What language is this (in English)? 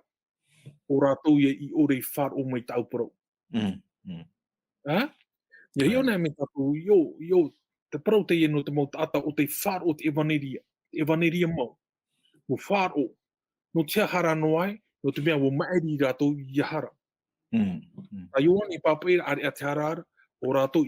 Tahitian